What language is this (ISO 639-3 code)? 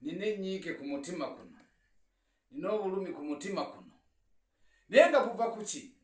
lug